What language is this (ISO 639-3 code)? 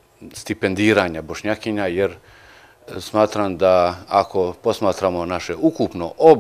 bos